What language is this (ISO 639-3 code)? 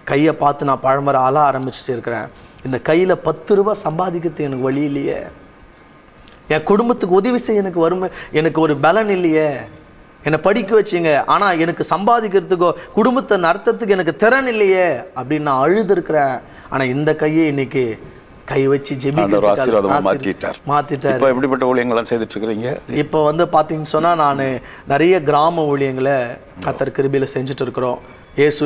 tam